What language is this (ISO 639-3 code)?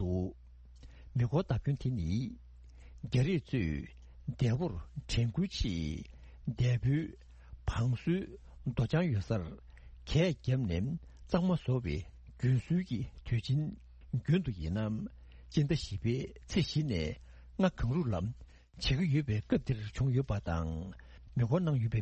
bod